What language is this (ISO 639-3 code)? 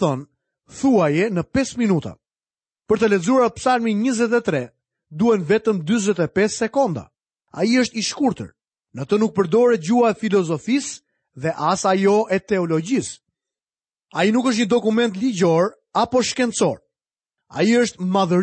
sqi